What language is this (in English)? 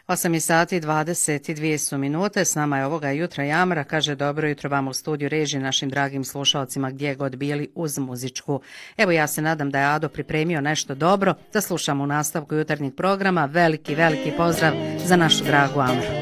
Bosnian